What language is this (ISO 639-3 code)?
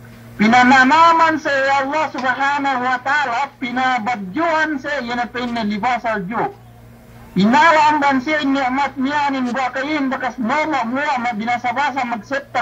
yka